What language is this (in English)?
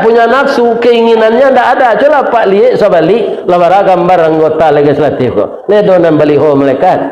Minangkabau